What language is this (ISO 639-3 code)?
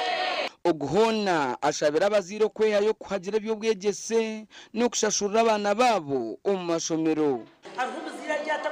nyn